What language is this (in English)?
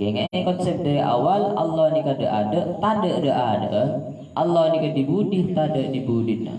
Madurese